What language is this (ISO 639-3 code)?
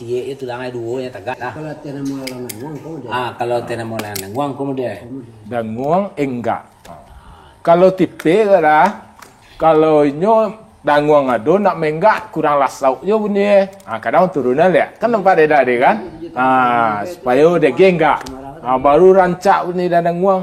min